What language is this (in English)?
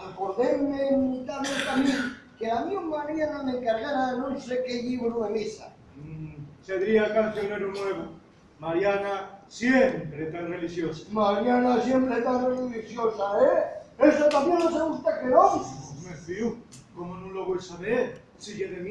Asturian